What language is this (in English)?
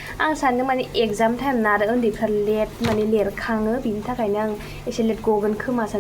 Bodo